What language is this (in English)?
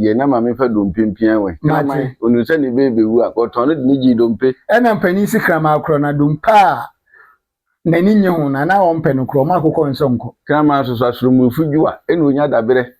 Akan